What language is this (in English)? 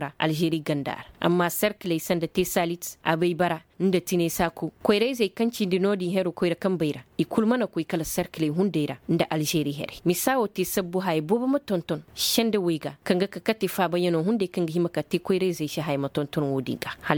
Koyraboro Senni